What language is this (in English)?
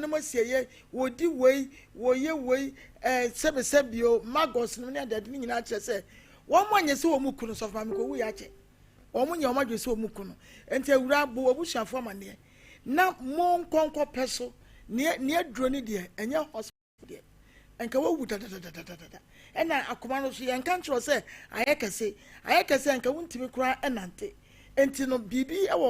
Akan